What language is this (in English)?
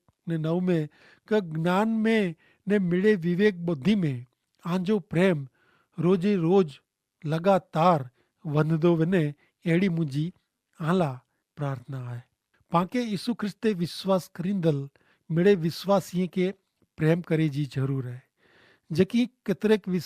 Kachhi